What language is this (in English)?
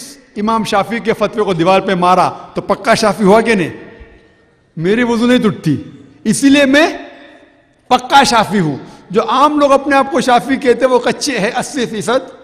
Urdu